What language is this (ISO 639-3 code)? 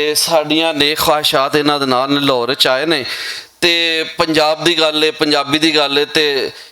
lah